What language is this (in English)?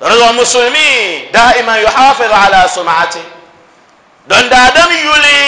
Dagbani